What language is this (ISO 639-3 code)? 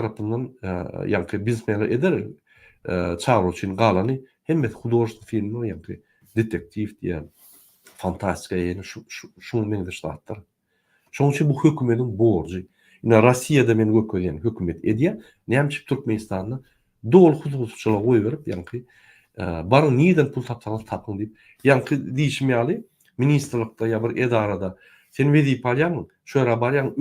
tuk